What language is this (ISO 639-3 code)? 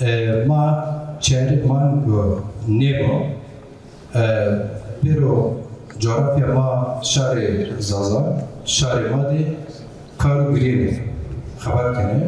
zza